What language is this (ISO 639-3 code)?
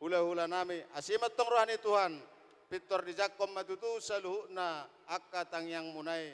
bbc